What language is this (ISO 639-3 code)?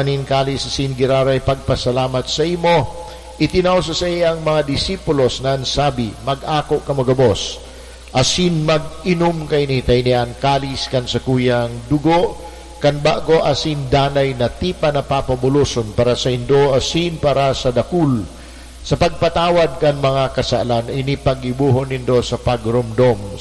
bik